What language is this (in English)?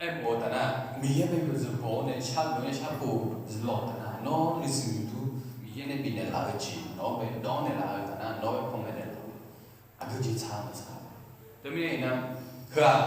Akha